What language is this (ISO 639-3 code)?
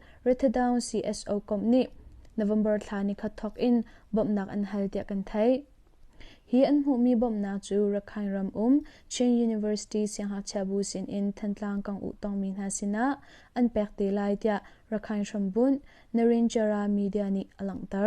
cnh